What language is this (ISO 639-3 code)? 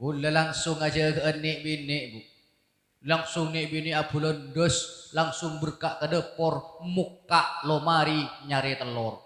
mad